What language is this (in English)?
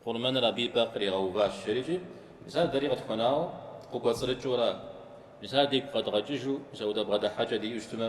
Kabardian